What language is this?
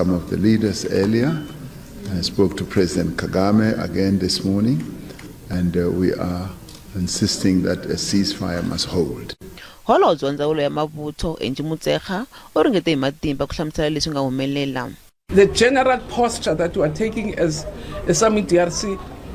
Tsonga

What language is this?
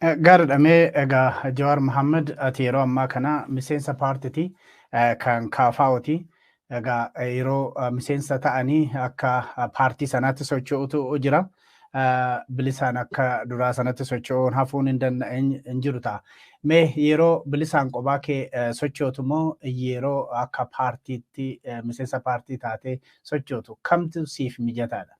Oromo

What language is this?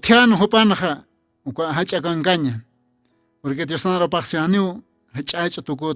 Aymara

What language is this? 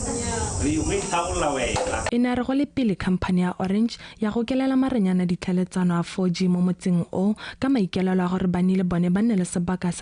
Tswana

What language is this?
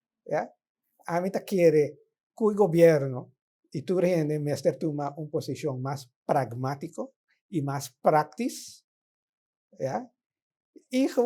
Papiamento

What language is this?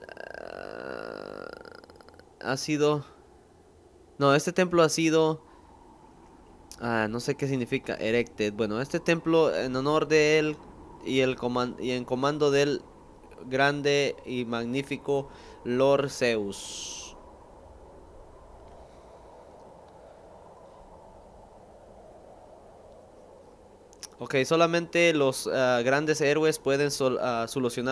Spanish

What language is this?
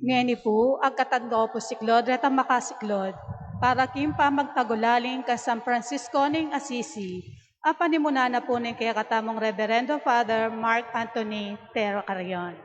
Pampanga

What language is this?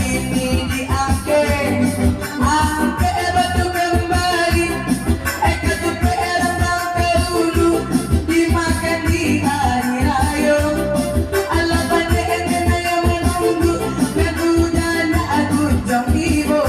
Minangkabau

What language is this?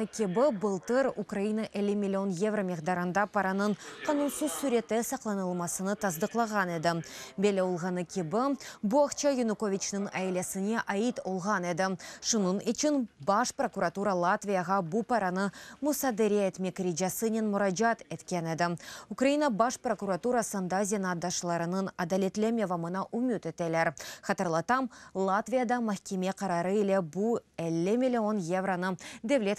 Crimean Tatar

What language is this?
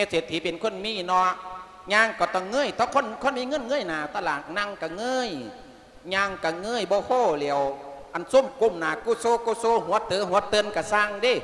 Lao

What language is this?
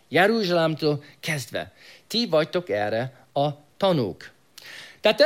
Hungarian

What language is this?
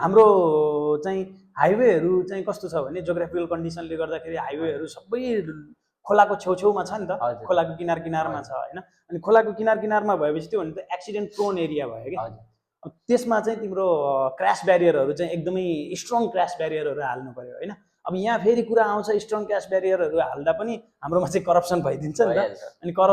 Nepali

